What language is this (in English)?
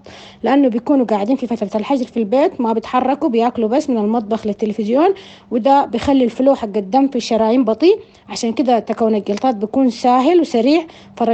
Sudanese Arabic